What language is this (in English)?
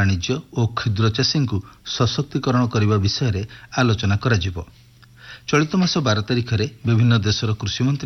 Odia